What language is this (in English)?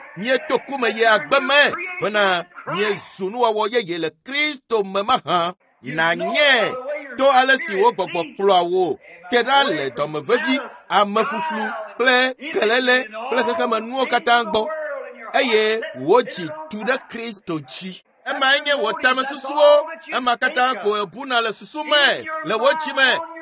Ewe